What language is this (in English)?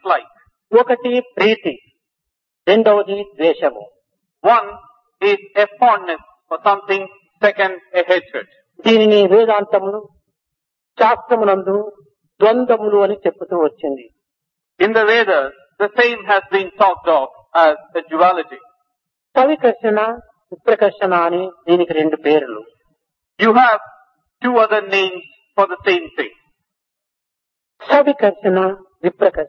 Telugu